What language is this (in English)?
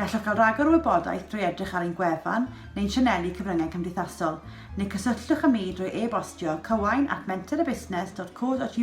Welsh